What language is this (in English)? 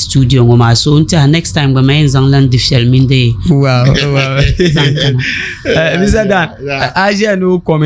Dagbani